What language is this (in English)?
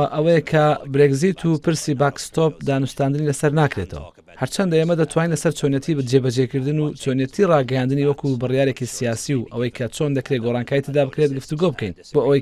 Central Kurdish